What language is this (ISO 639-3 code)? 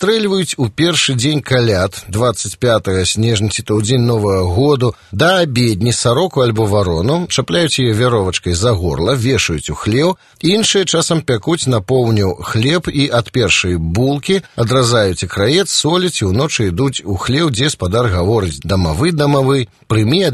bel